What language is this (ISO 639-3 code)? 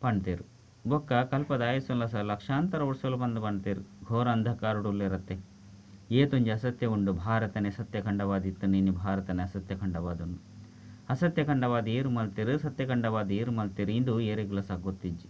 tcy